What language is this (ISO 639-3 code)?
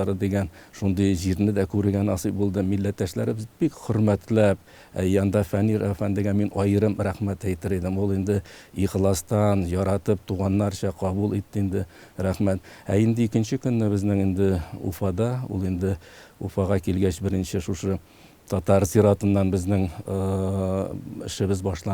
tat